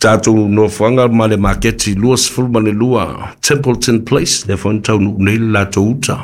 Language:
Samoan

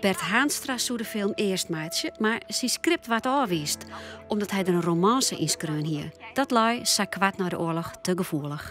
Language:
Western Frisian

